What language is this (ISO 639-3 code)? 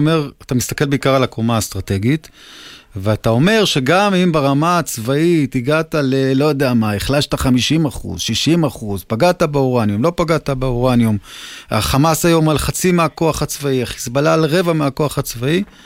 heb